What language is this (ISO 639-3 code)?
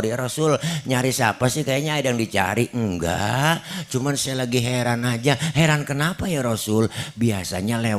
bew